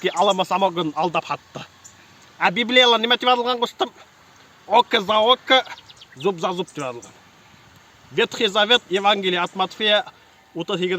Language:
Bashkir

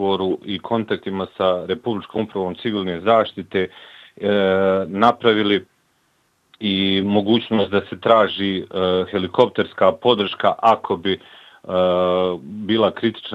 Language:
Bosnian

